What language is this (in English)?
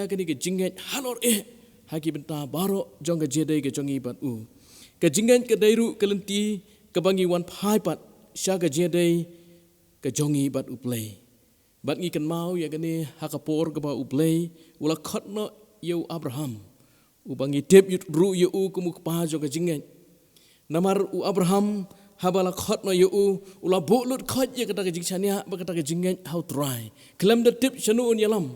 Khasi